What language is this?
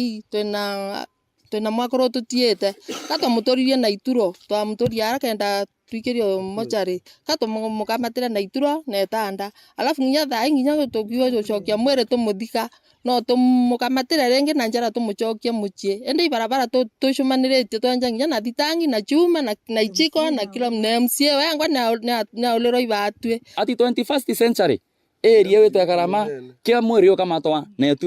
Meru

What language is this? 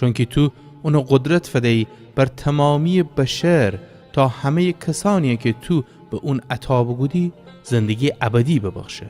Gilaki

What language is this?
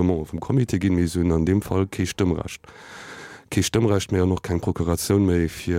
Luxembourgish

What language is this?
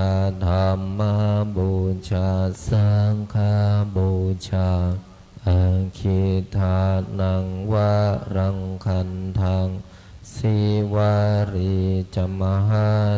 Pali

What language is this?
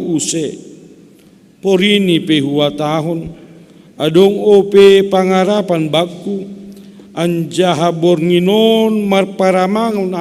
Batak Simalungun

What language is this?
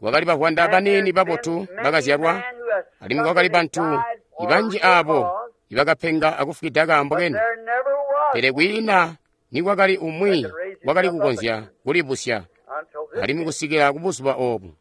Tonga (Zambia)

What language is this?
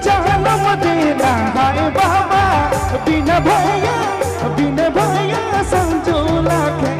Sadri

